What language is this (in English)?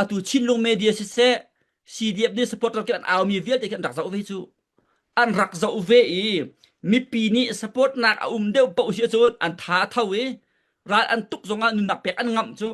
Falam Chin